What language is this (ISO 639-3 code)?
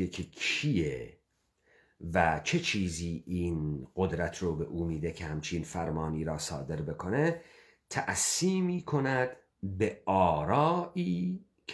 fas